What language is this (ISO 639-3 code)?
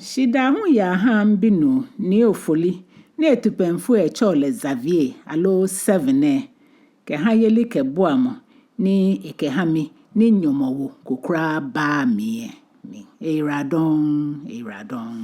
gaa